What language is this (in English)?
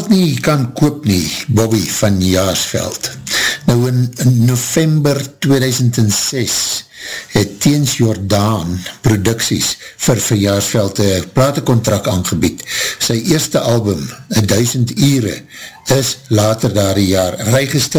Afrikaans